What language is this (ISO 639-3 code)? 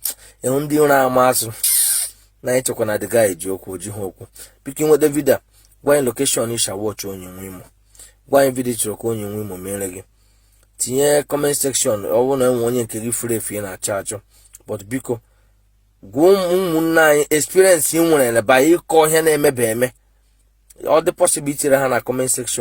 ibo